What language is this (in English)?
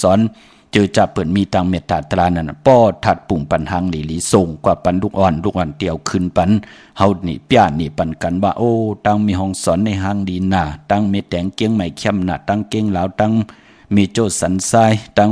Shan